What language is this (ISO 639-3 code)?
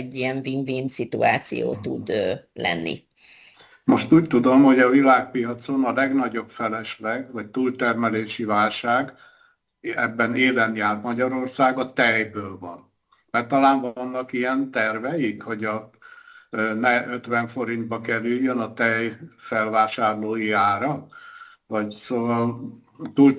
hun